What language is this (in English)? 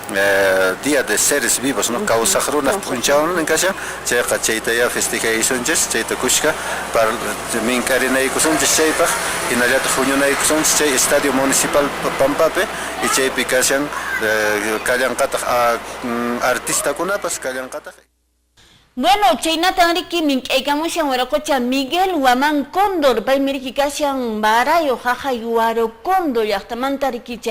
Quechua